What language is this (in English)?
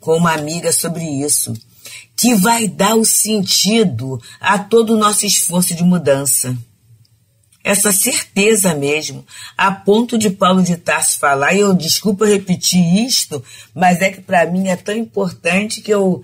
Portuguese